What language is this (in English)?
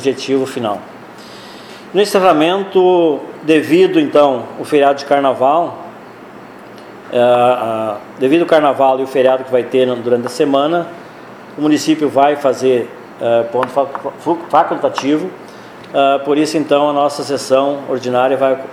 Portuguese